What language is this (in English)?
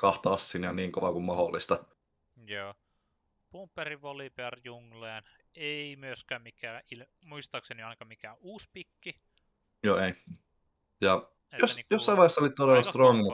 Finnish